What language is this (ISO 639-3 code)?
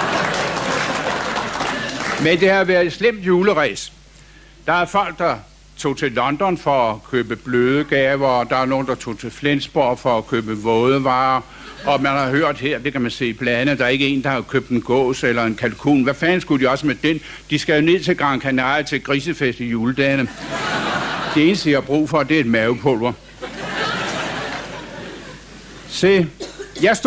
dan